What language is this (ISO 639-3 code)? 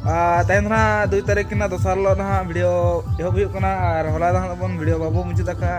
sat